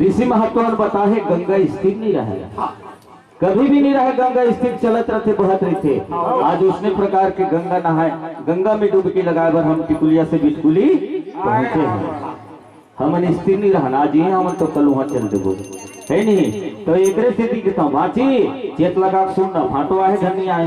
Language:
Chhattisgarhi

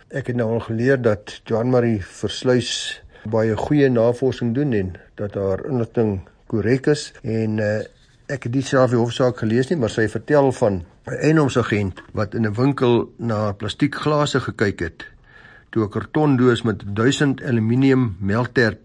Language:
Afrikaans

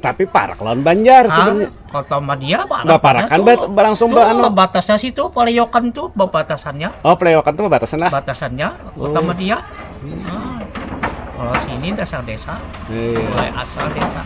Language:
Banjar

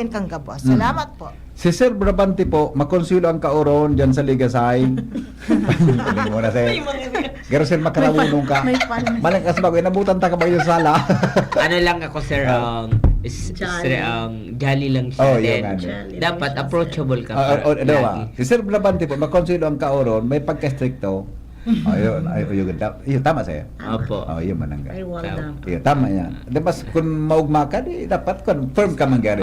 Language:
Bikol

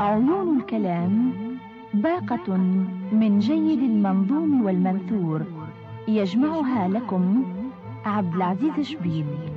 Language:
Tunisian Arabic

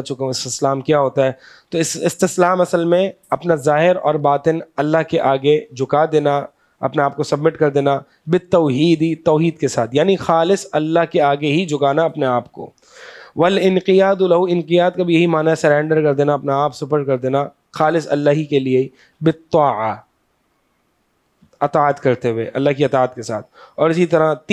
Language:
Urdu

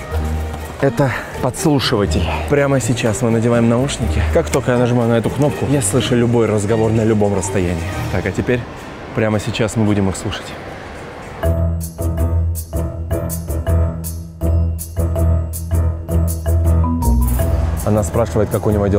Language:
Russian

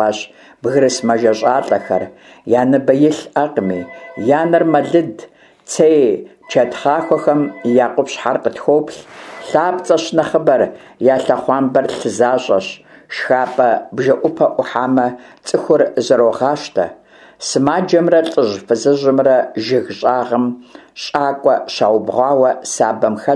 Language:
Kabardian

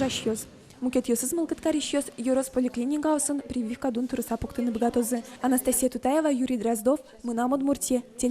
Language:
Udmurt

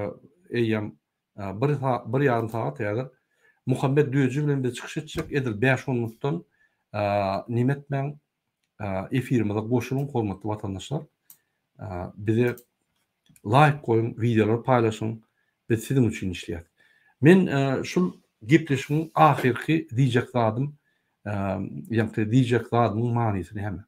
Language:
Turkmen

